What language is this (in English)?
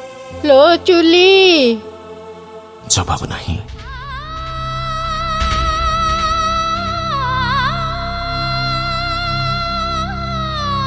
Odia